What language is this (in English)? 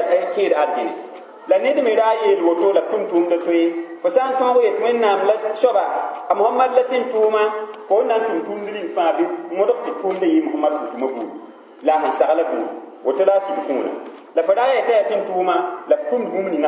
Mossi